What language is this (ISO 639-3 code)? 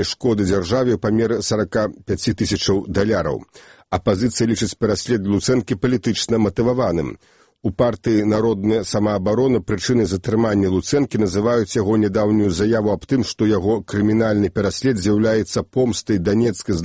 bel